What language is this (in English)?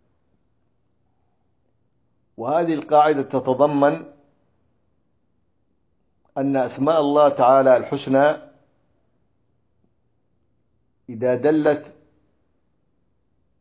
Arabic